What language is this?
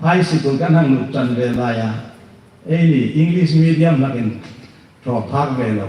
Hmar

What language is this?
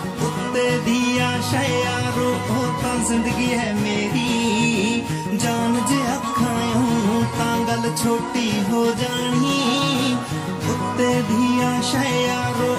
Punjabi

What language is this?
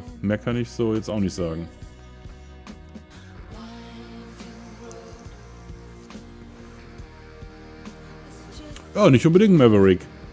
German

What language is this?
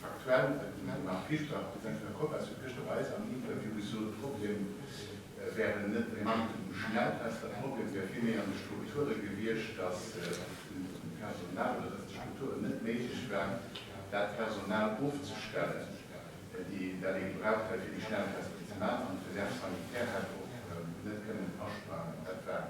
Luxembourgish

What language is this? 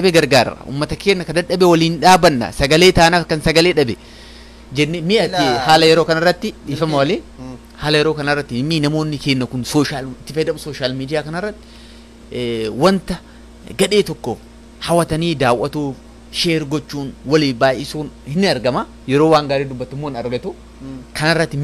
Oromo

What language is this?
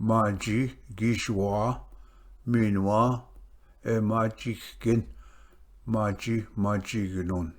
Ojibwa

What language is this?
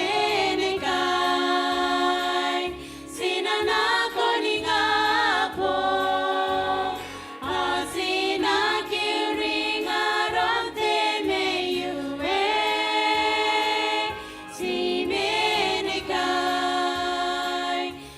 Gilbertese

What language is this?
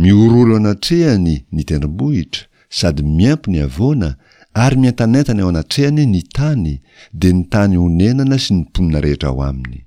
Malagasy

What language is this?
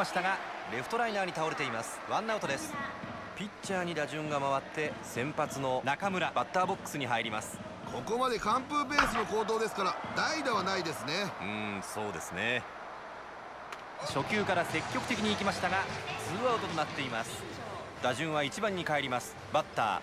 Japanese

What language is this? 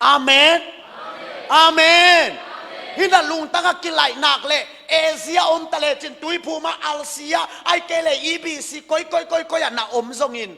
Tedim Chin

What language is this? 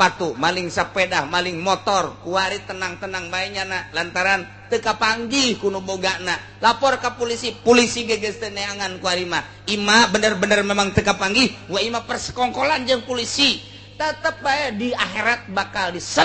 Sundanese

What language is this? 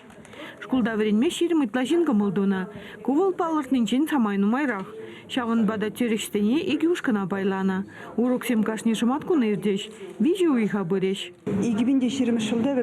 Chuvash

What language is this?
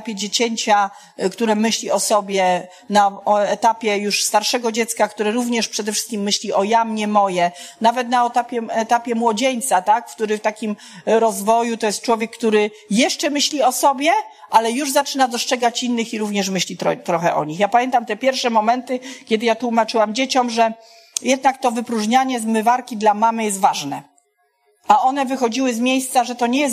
Polish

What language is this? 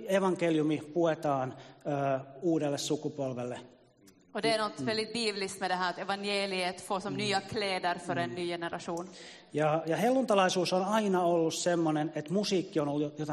Finnish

